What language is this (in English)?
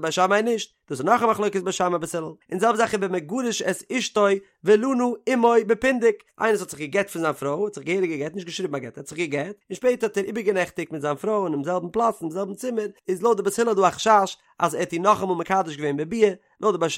Yiddish